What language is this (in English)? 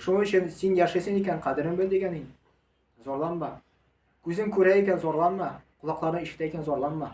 Tatar